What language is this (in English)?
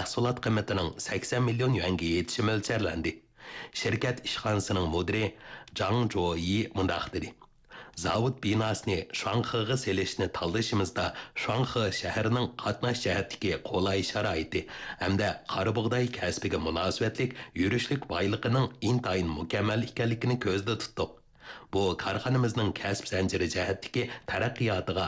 Uyghur